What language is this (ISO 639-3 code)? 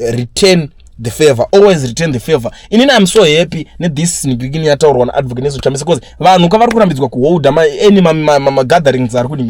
sna